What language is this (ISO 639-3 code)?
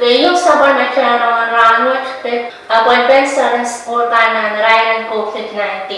pon